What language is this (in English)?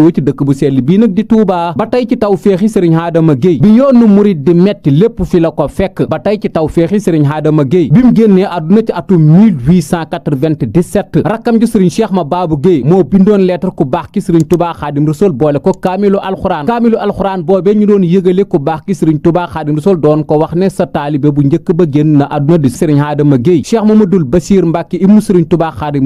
Wolof